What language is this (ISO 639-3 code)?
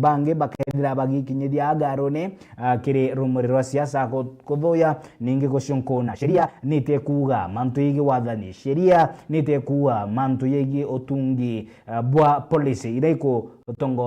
mer